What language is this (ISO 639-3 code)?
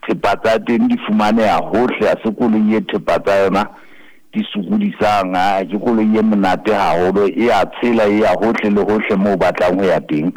sot